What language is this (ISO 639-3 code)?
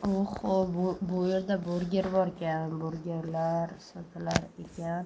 uzb